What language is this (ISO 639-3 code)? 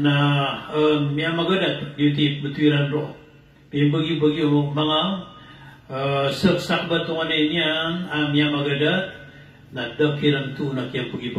mrw